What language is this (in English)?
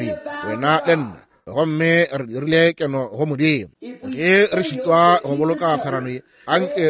Northern Sotho